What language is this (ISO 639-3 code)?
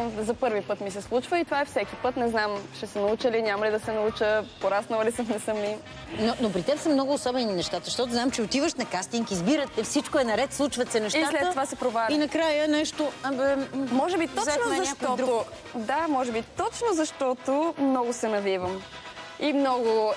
bul